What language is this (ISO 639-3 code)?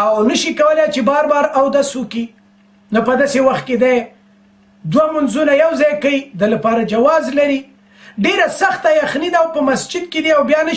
pus